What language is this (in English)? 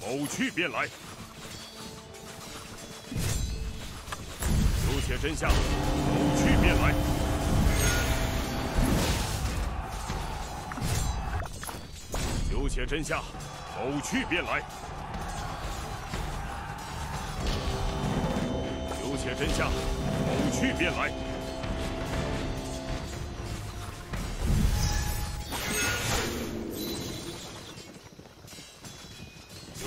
Chinese